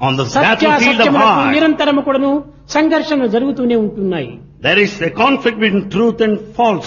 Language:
Telugu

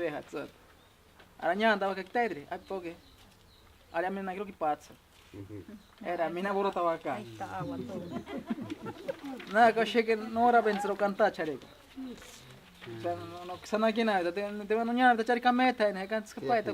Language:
Ashéninka Perené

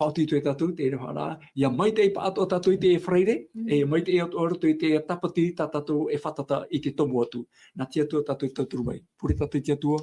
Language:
Tahitian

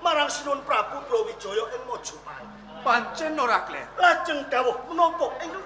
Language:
Javanese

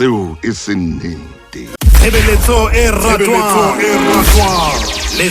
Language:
Southern Sotho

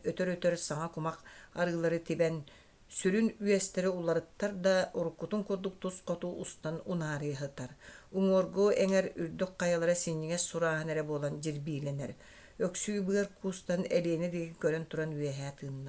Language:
Yakut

